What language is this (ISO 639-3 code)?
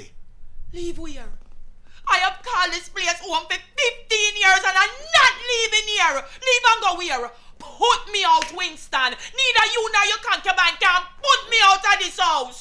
jam